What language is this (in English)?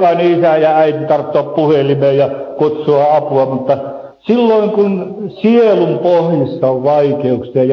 Finnish